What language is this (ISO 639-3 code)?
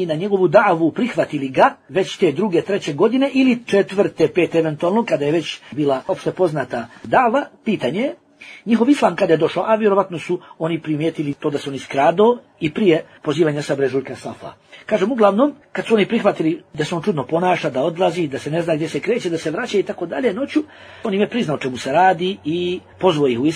bos